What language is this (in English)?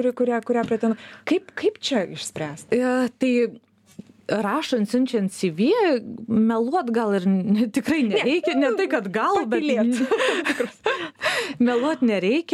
Lithuanian